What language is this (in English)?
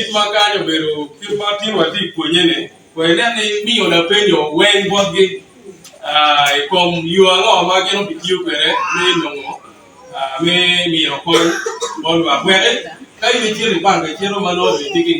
Acoli